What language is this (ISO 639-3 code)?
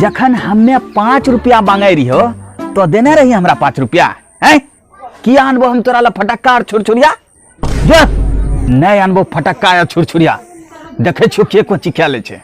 anp